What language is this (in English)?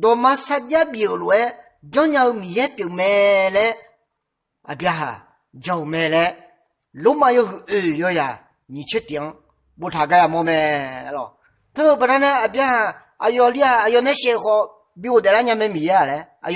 Akha